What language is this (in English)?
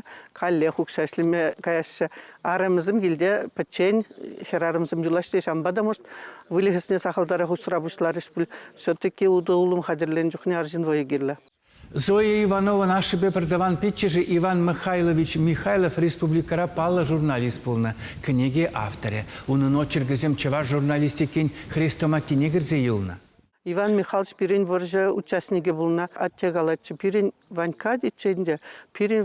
Chuvash